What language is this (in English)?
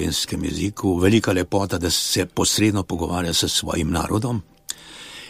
Slovenian